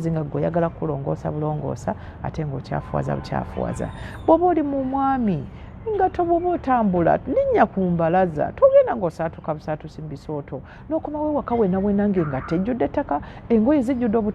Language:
Ganda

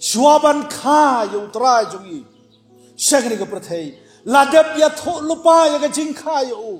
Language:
Khasi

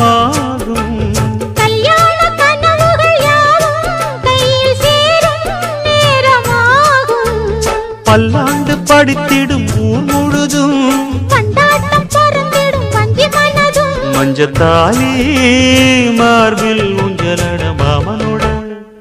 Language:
Tamil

